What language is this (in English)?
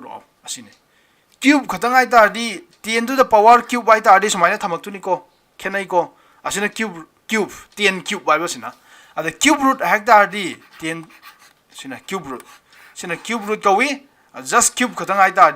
Manipuri